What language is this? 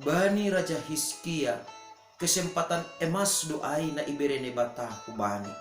Batak Simalungun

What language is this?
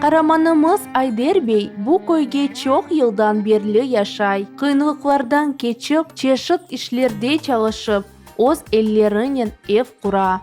Crimean Tatar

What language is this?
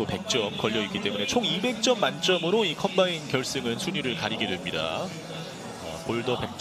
Korean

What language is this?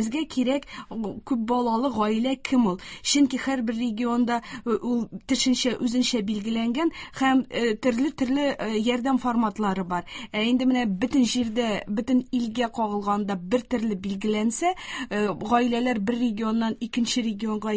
Tatar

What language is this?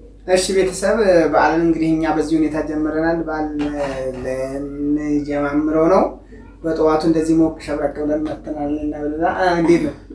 Amharic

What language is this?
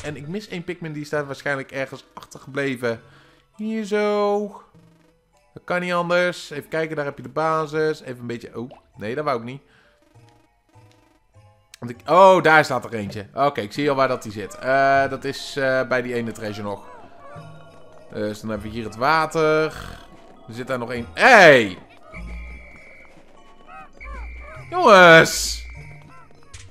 Dutch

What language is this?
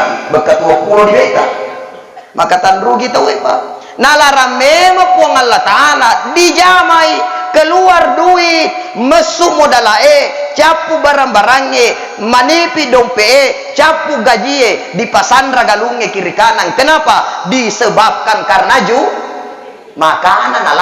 Buginese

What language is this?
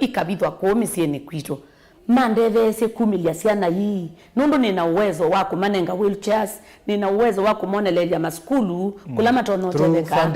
Kamba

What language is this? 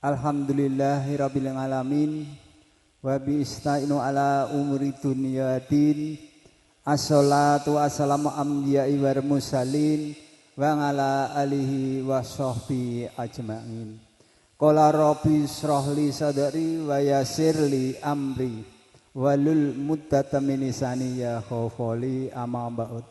Javanese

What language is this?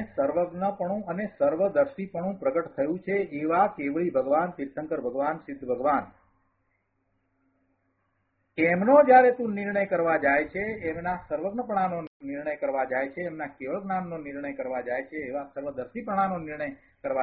Gujarati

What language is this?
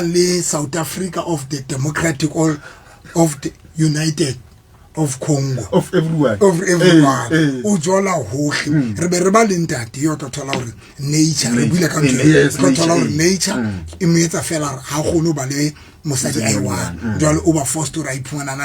Southern Sotho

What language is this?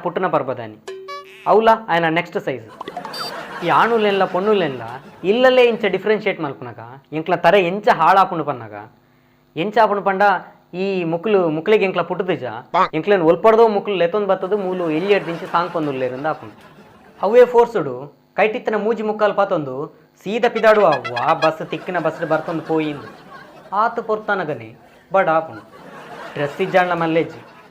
Tulu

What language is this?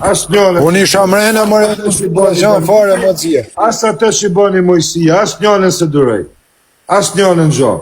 Albanian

